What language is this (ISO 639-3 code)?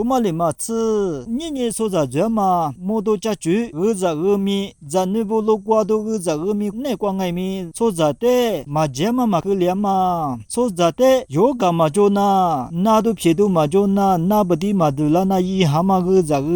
lis